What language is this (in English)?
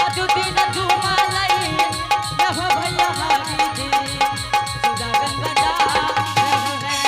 Angika